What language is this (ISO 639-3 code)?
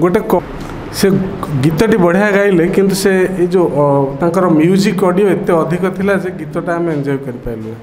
ori